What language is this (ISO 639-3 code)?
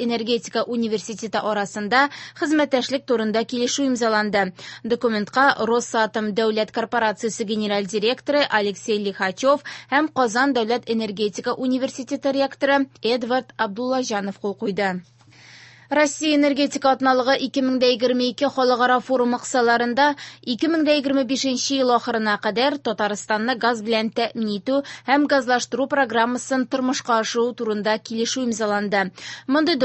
tat